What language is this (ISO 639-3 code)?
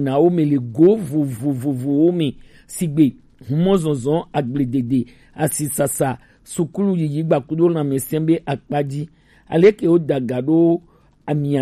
gej